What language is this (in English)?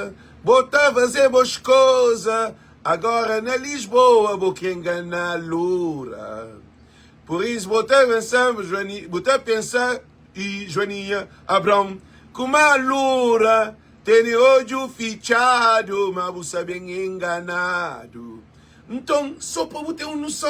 Kabuverdianu